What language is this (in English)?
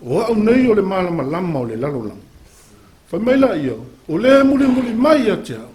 Samoan